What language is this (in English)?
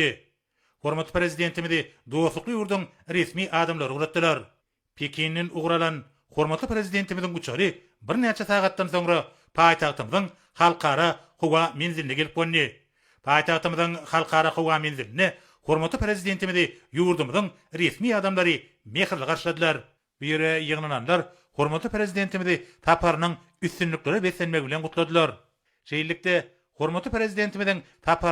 Turkmen